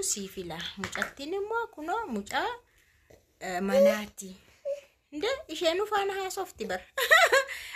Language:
Oromo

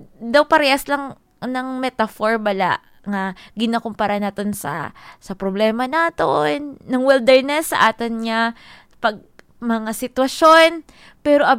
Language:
Hiligaynon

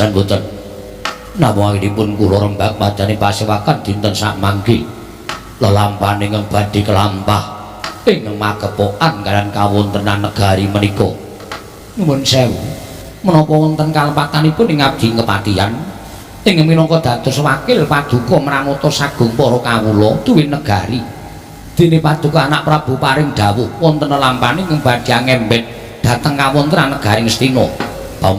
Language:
Javanese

